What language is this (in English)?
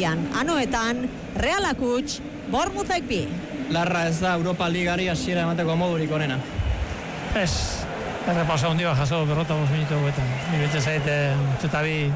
Basque